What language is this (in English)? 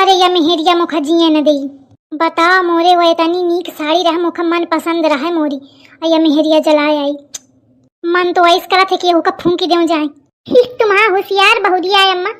Awadhi